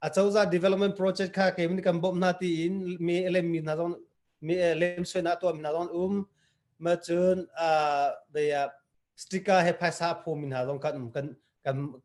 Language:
Hakha Chin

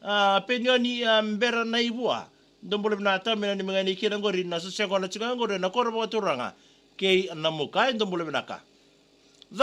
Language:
Fijian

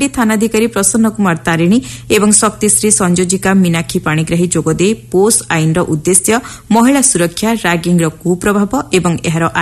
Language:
Odia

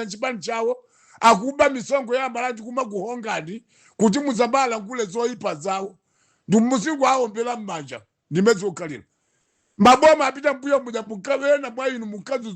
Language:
Nyanja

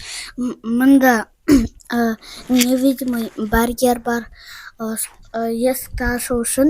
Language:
Kazakh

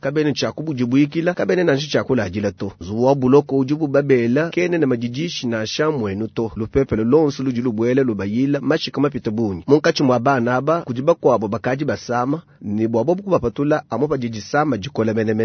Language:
Luba-Lulua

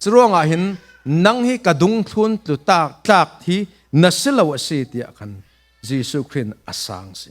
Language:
Falam Chin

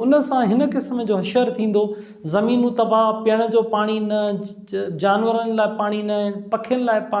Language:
Sindhi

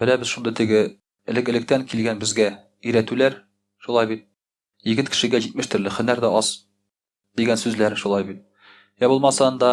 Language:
Tatar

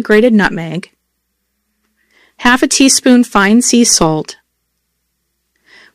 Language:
English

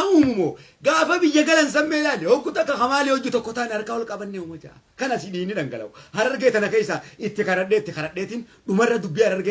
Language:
Oromo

